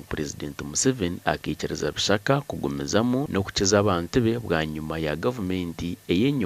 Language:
Nyankole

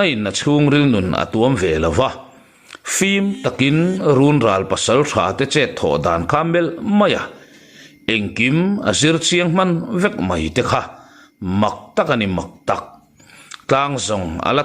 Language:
Mizo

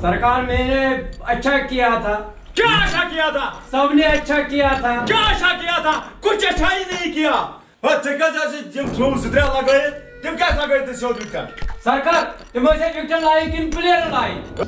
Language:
Kashmiri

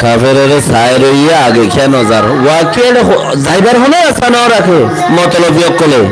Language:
Rohingya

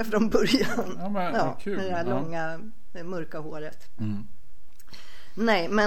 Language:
Swedish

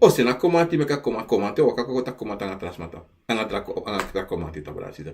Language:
Sranan Tongo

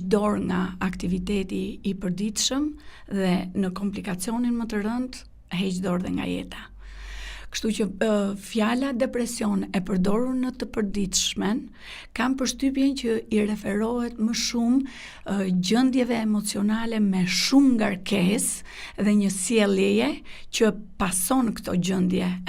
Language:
Albanian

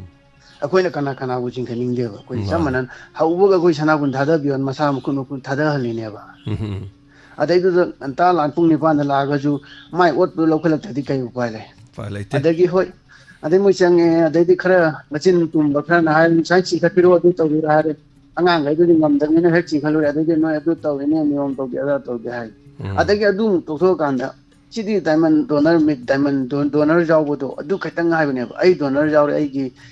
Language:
Manipuri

